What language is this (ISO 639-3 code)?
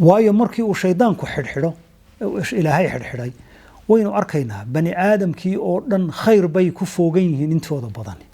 som